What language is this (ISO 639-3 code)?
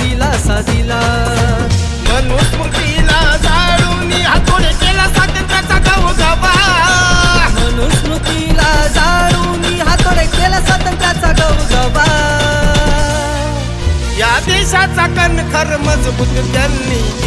mar